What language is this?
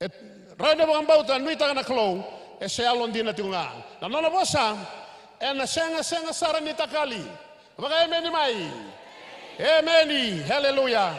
Fijian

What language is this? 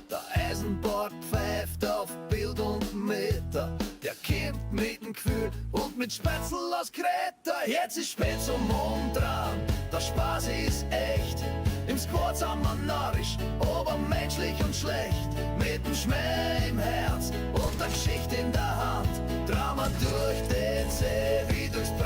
Bavarian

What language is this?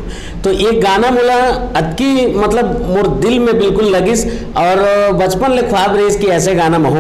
Chhattisgarhi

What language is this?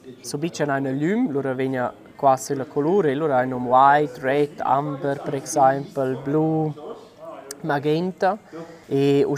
Romansh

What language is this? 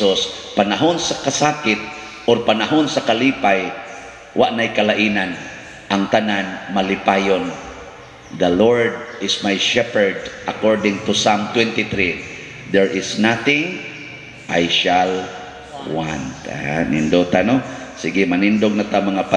Cebuano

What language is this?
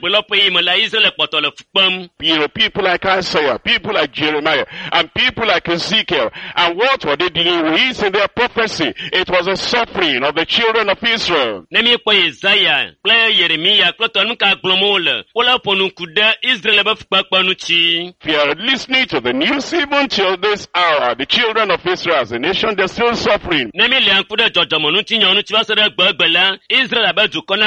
Ewe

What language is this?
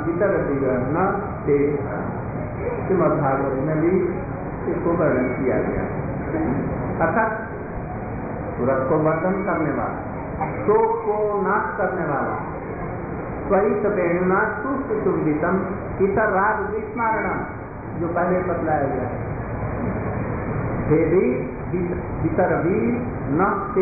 Hindi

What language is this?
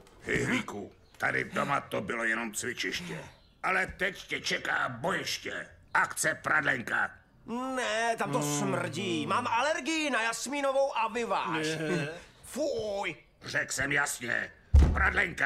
Czech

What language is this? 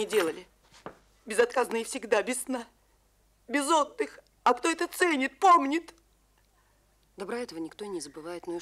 Russian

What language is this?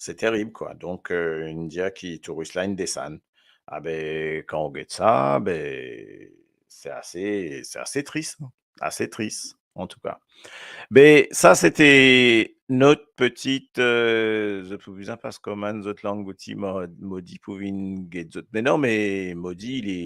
Morisyen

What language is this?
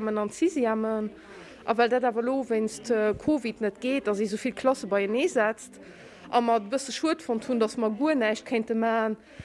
Luxembourgish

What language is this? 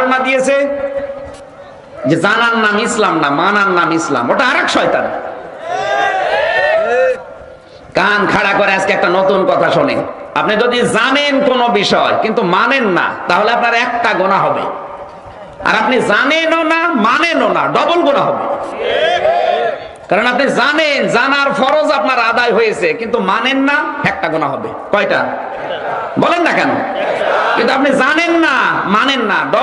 Bangla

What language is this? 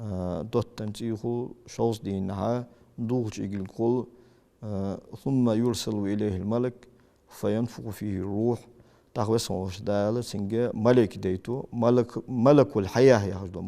Ingush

